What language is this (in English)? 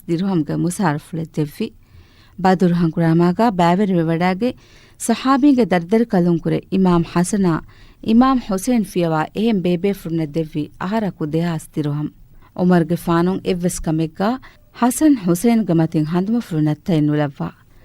Divehi